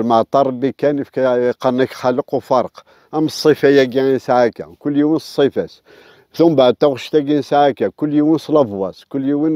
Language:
Kabyle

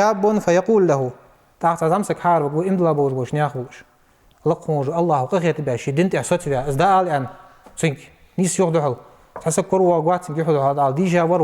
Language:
Ingush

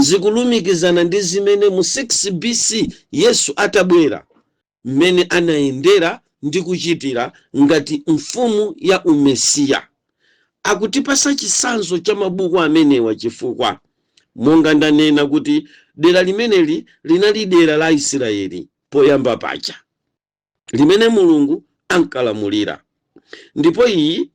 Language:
Nyanja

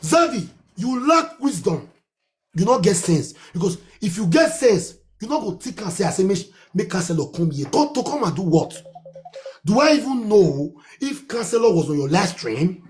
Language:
Nigerian Pidgin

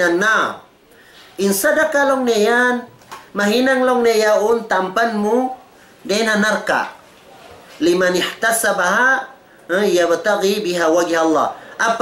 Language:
Tausug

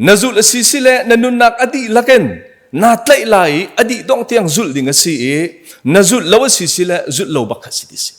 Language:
Hakha Chin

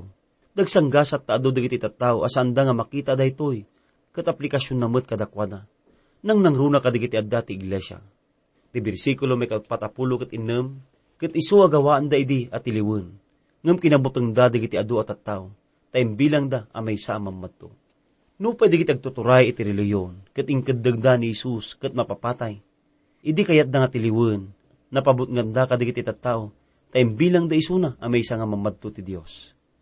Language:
Iloko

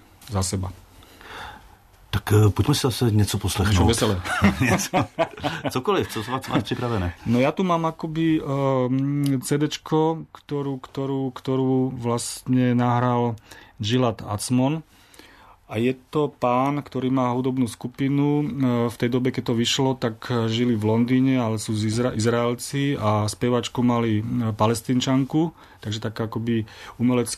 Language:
Slovak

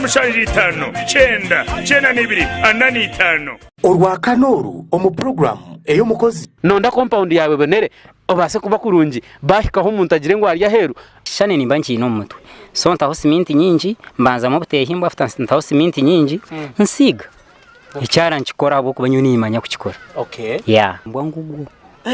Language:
Nyankole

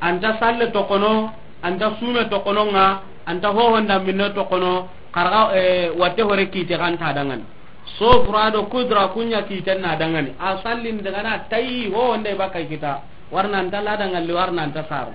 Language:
Soninke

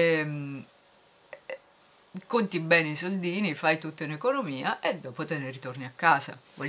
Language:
Italian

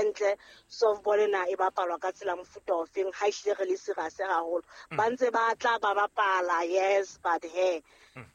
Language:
Southern Sotho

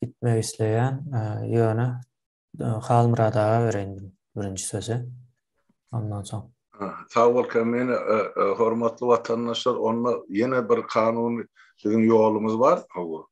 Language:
Turkmen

